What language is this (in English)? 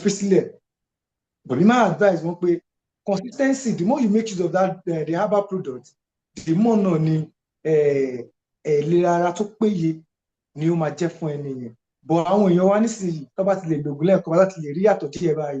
Yoruba